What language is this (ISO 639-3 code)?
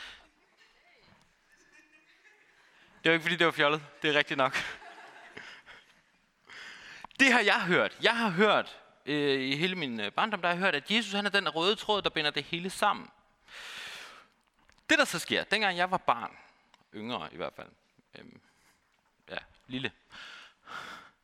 dan